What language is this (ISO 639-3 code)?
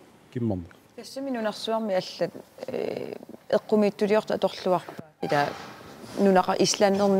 kal